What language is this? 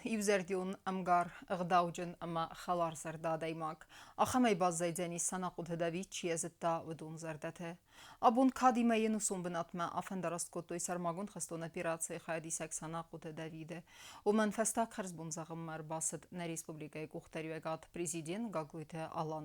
Ossetic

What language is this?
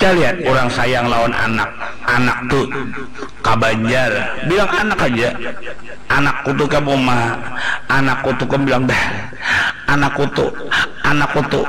Banjar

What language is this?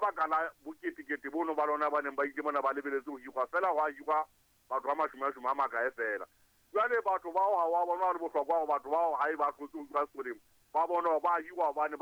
Southern Sotho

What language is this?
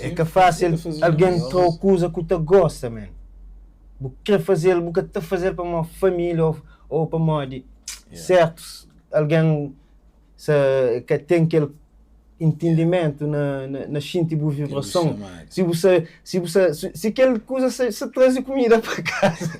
Kabuverdianu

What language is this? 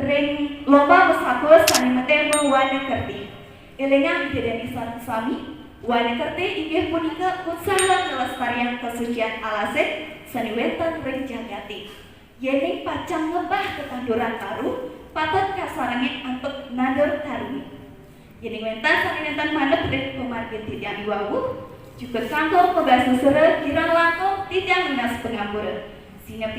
Balinese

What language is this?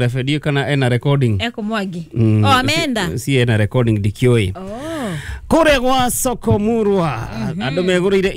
Kikuyu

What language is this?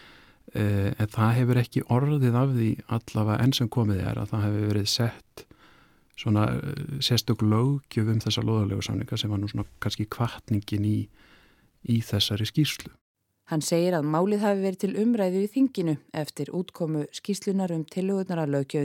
Icelandic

